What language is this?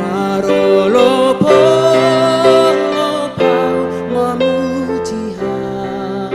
Batak Simalungun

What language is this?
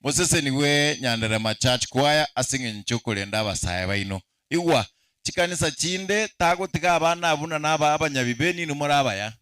Gusii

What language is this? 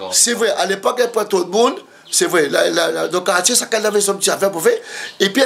Réunion Creole French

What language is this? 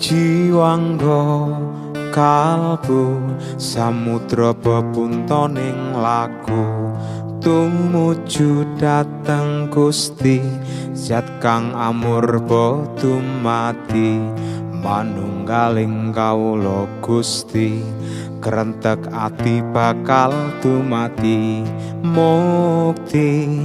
Javanese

